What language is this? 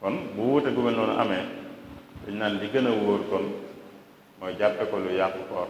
Wolof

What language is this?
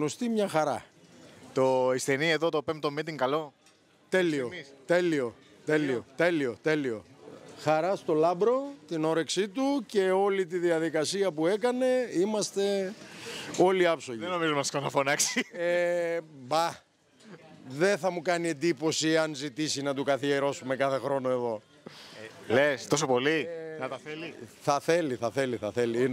Greek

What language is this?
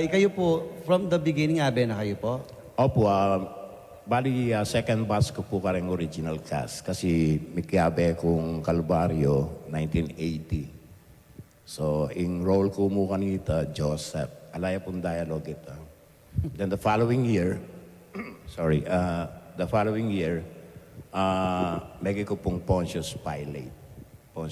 Pampanga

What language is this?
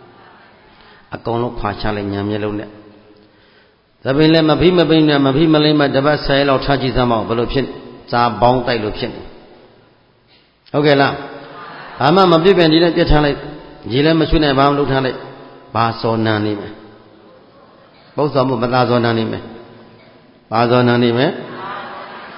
Burmese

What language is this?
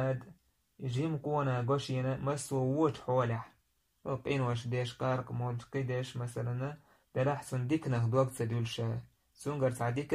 Chechen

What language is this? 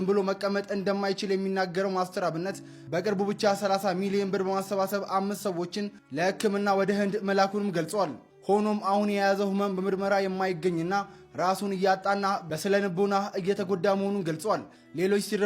Amharic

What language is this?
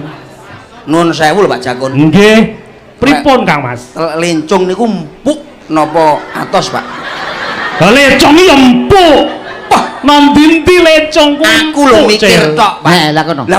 Javanese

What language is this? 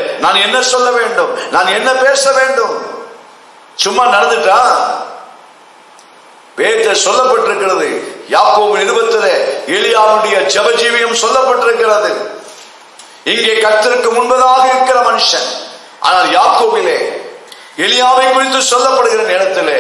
Tamil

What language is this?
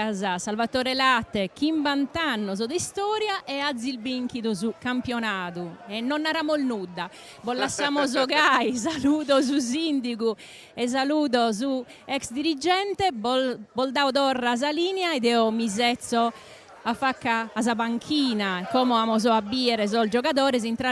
Sardinian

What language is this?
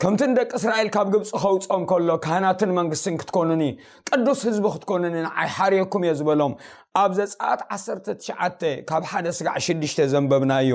Tigrinya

